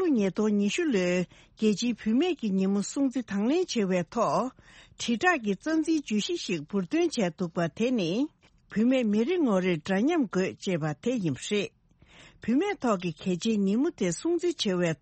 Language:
Tibetan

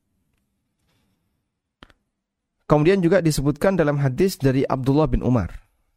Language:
Indonesian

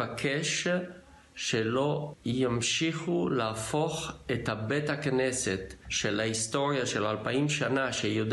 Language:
Hebrew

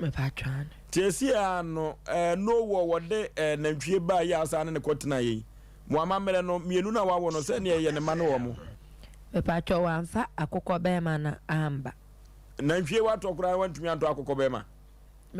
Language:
Akan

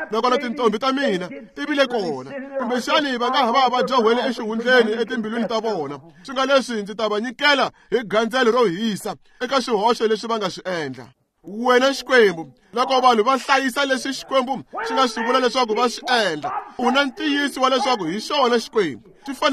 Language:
Tsonga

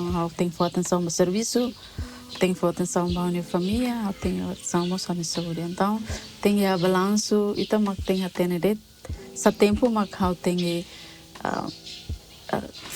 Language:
Tetum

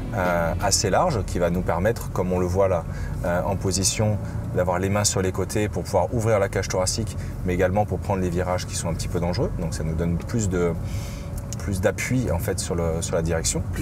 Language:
French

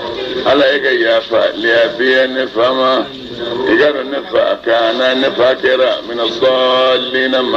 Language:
Bambara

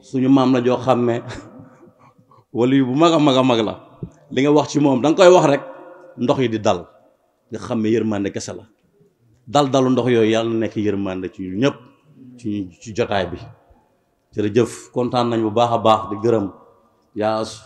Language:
Wolof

